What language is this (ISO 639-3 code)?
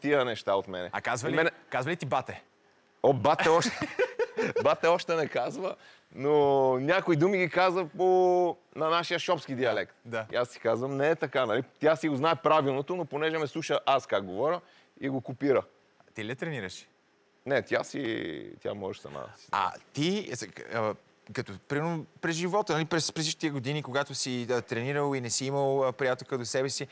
bul